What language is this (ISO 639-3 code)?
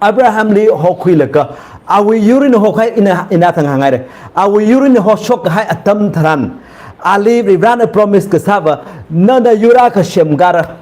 nmf